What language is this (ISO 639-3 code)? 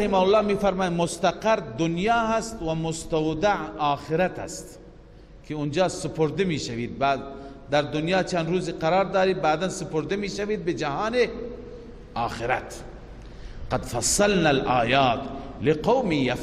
fas